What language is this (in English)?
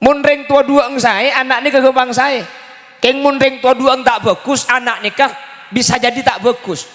Madurese